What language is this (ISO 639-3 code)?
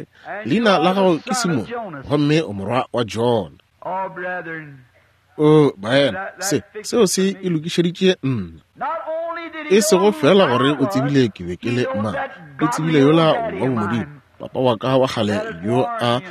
nso